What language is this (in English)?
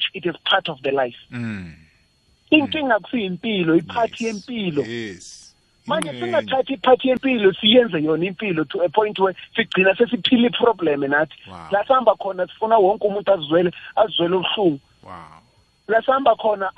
South Ndebele